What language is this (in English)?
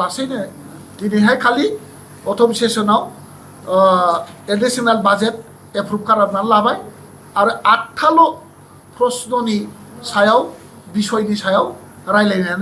Bodo